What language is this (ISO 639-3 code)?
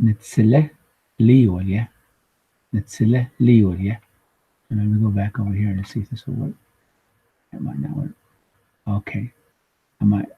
nav